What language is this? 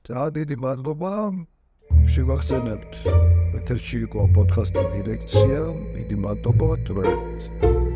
Georgian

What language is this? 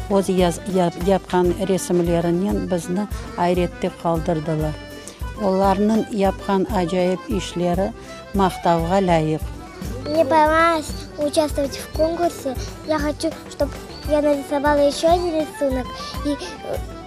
Crimean Tatar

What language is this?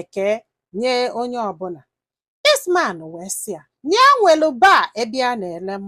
Igbo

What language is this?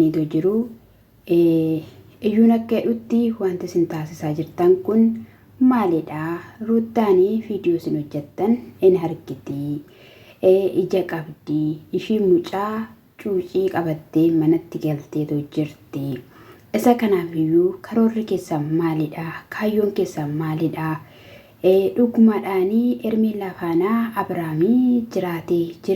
Oromo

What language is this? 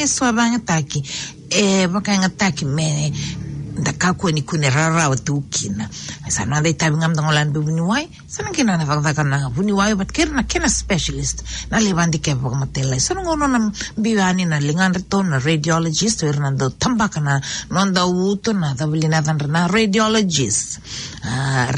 Fijian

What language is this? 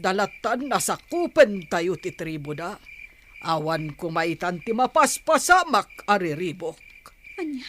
Iloko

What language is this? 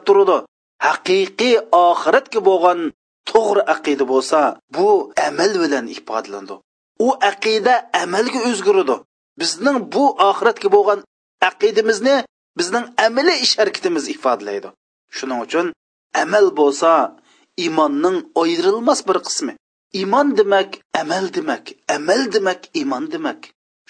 Uyghur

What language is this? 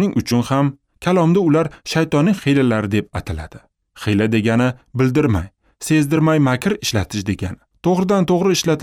Uzbek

